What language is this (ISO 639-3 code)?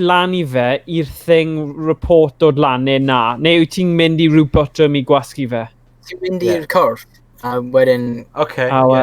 cym